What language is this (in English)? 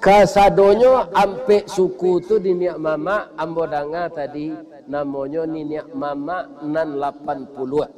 Minangkabau